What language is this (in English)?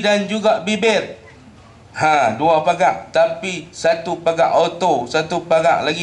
Malay